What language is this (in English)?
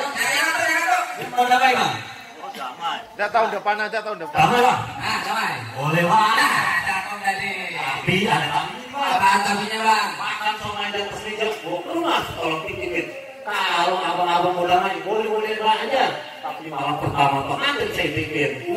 Betawi